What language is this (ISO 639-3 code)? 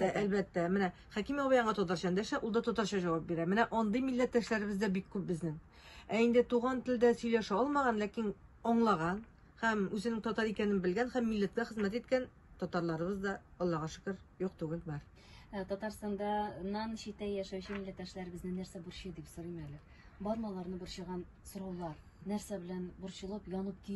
tat